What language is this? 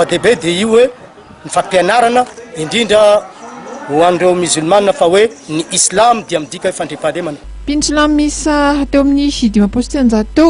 Malagasy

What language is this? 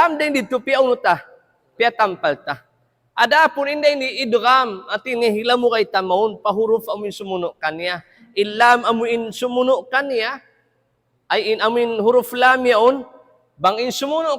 Tausug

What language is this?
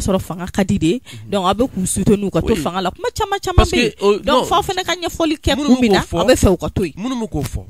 Bambara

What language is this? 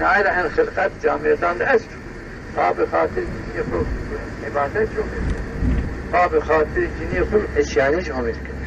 Zaza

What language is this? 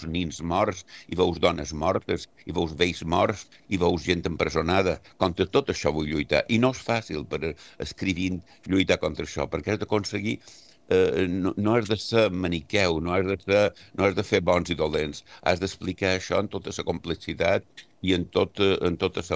Catalan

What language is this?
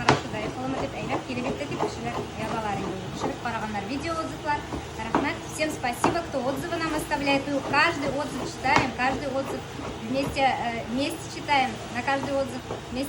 Bashkir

